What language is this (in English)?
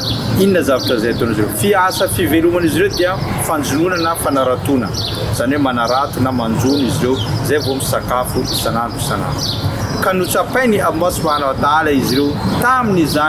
Malagasy